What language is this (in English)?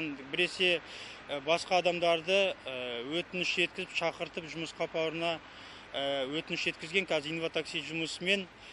Kazakh